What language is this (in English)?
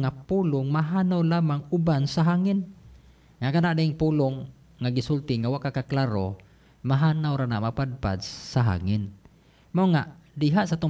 Cebuano